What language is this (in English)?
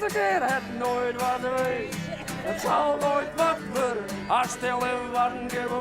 Western Frisian